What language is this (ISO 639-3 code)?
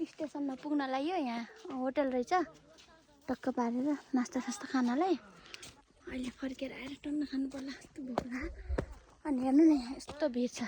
nep